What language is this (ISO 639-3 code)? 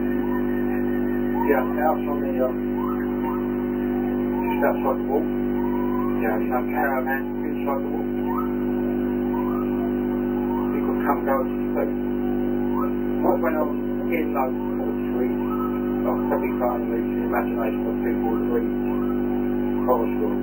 eng